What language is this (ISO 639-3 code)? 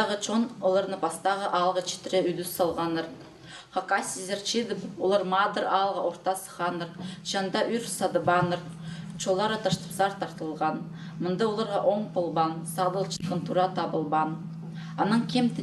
kjh